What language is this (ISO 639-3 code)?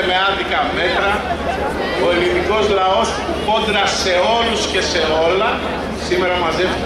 ell